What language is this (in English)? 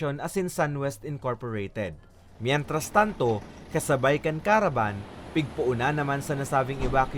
Bikol